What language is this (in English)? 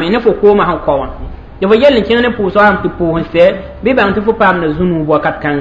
Mossi